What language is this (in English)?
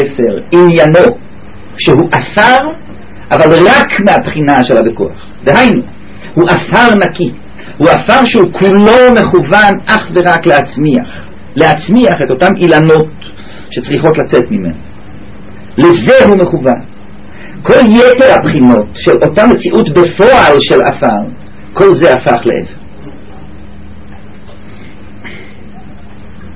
Hebrew